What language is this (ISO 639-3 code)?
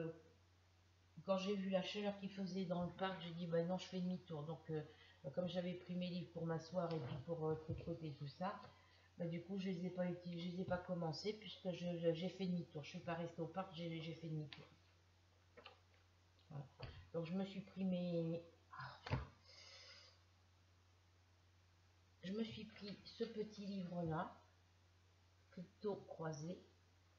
fra